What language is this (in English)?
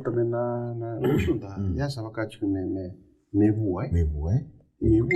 Fijian